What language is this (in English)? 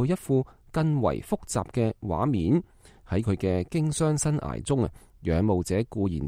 Cantonese